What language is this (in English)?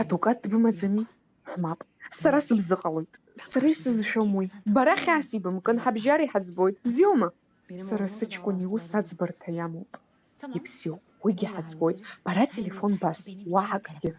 Abkhazian